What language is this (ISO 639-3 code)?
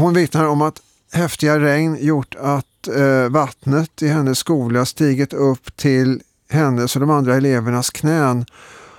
swe